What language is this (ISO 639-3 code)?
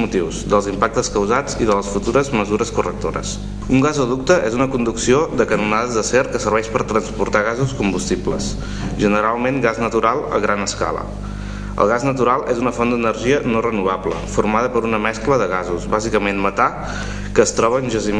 cat